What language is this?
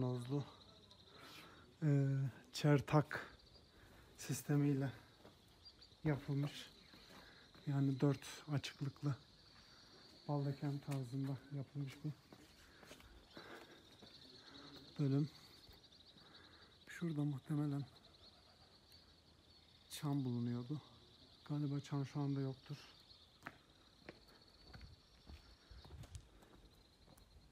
Turkish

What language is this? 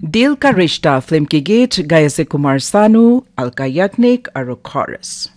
Naga Pidgin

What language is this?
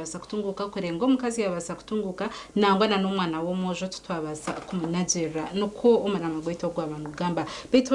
Nyankole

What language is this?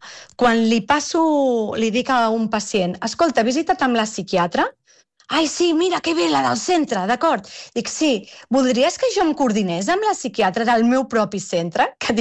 Catalan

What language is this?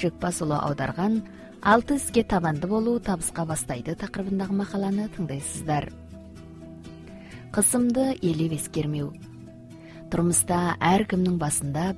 Kazakh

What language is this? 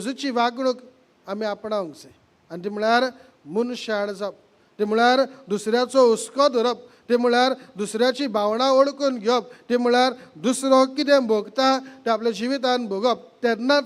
Konkani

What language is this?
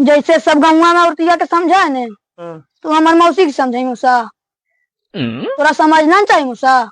Magahi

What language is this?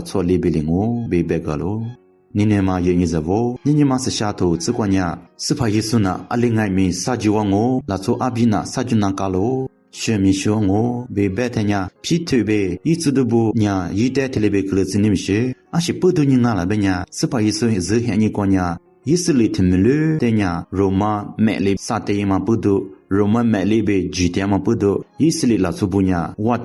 Lisu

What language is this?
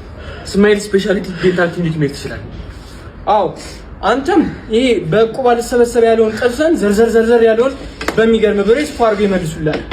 Amharic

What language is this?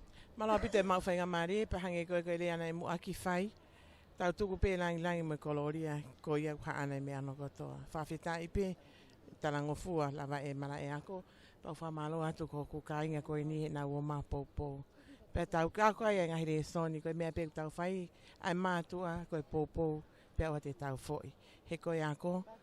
Tongan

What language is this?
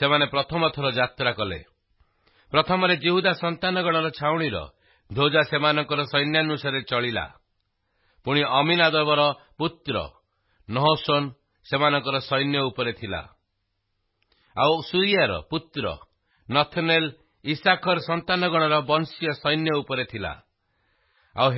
Odia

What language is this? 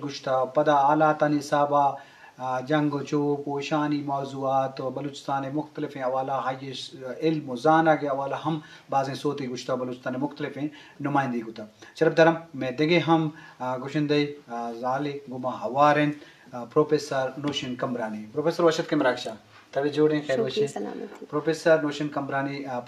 Eastern Balochi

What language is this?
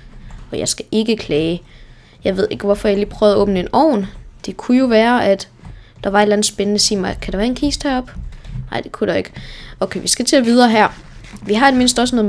Danish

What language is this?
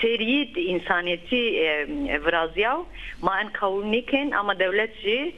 Zaza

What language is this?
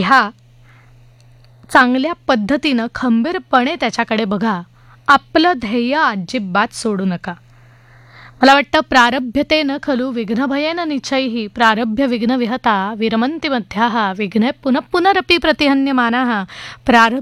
Marathi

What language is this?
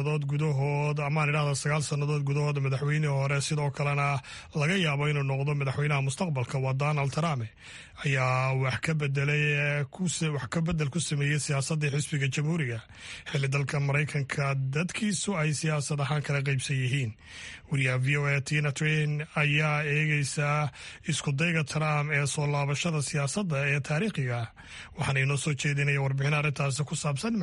Somali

